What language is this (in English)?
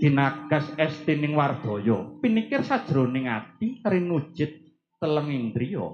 Javanese